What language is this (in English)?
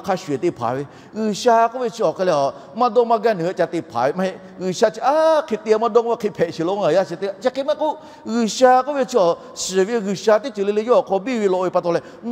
Lahu